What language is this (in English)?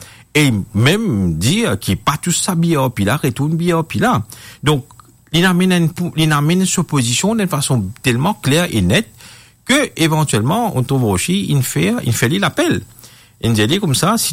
Morisyen